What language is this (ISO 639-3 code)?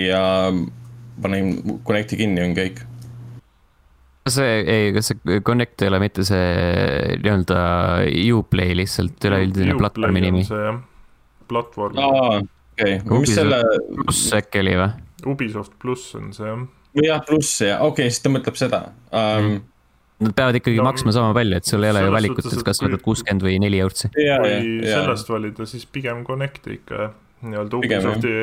est